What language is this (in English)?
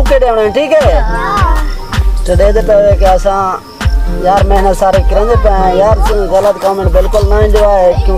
Saraiki